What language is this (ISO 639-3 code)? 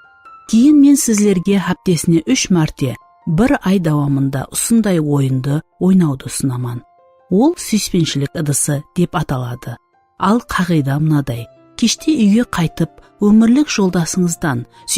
kaa